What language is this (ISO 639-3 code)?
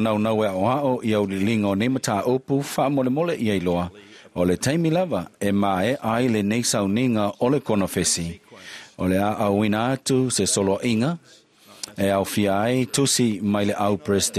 smo